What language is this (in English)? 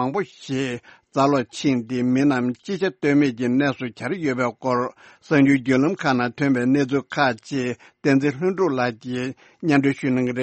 Tibetan